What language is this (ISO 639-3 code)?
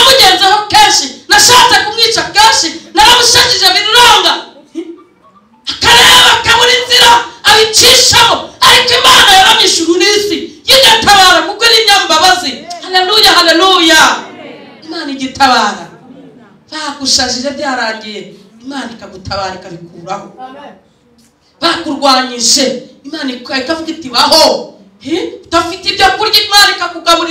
kin